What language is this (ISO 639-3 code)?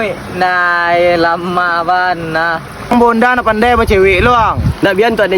min